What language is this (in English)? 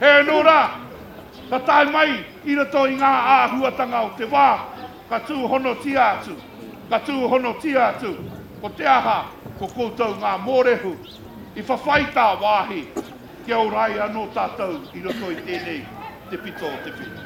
Māori